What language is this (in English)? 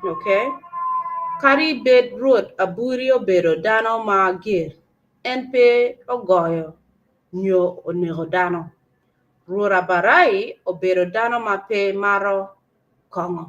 Acoli